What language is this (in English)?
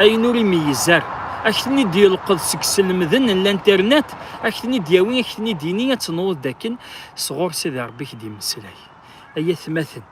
Kabyle